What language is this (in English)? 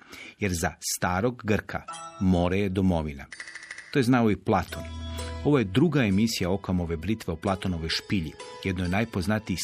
Croatian